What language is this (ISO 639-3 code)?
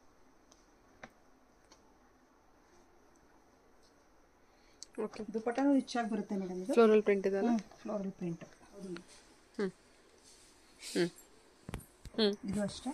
kan